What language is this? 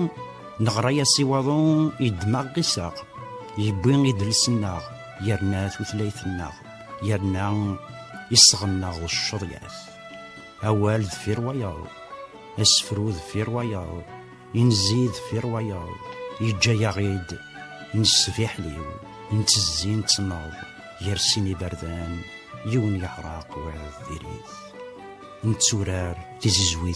Kabyle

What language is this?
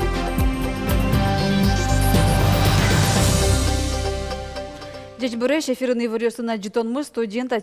Udmurt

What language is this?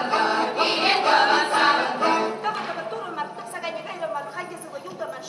Chuvash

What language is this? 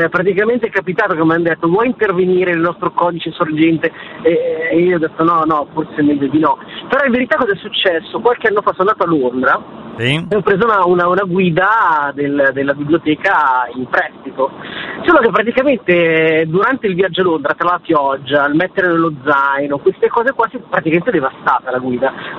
Italian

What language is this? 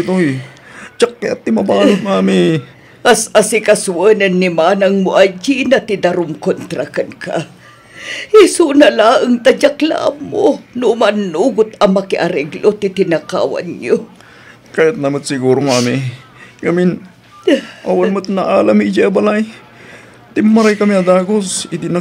Iloko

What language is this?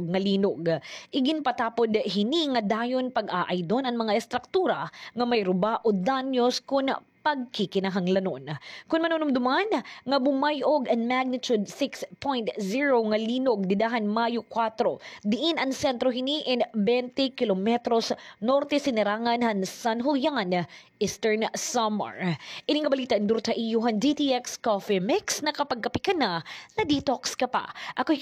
Waray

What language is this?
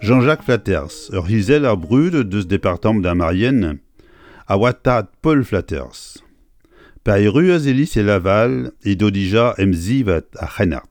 Breton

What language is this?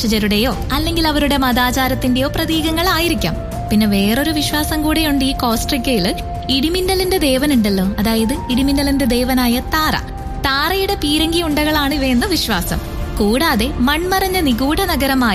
Malayalam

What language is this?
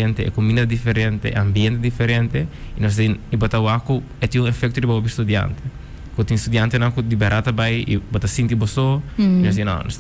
Papiamento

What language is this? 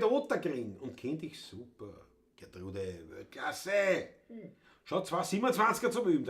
Bavarian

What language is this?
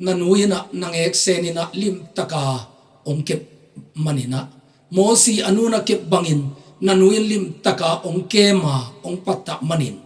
Tedim Chin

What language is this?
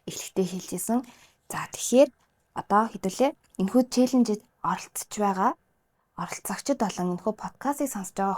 Mongolian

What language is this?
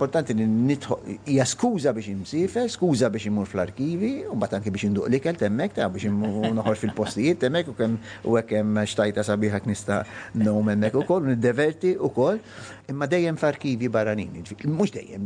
Maltese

